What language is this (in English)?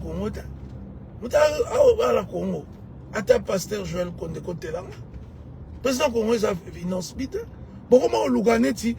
Lingala